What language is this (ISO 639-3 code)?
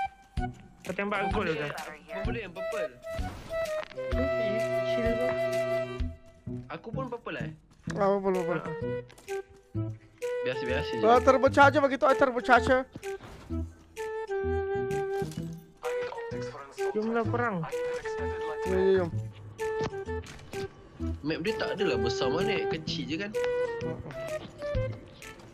msa